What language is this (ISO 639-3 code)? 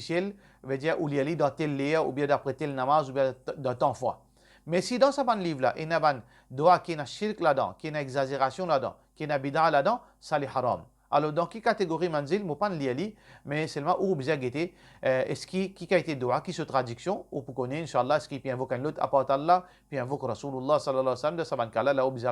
mfe